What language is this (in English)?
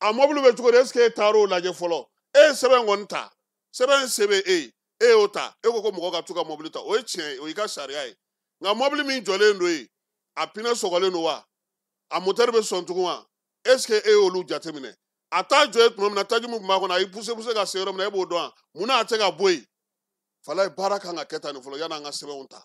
Bambara